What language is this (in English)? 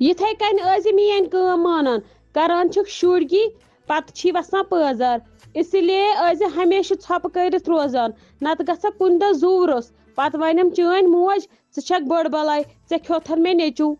Kashmiri